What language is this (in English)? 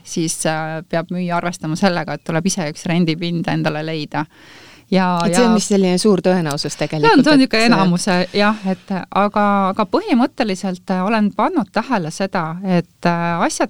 Estonian